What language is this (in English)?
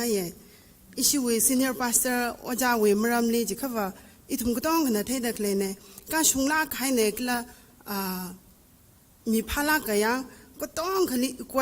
Tangkhul Naga (India)